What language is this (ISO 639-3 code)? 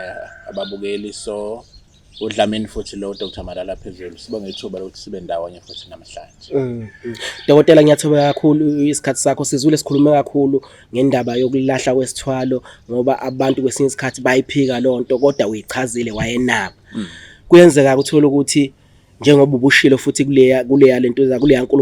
zul